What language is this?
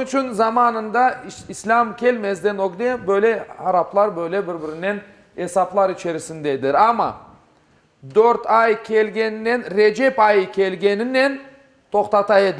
Crimean Tatar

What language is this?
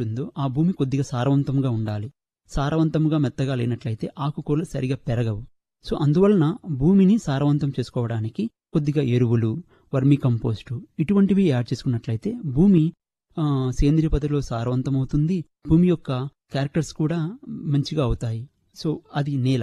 Telugu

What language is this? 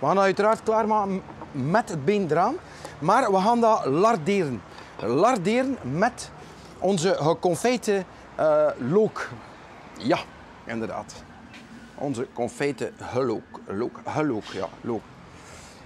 Dutch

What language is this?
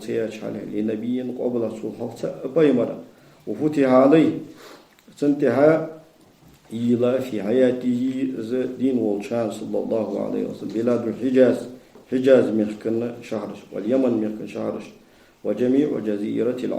Ingush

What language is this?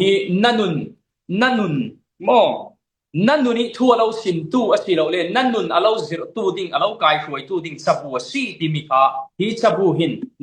Falam Chin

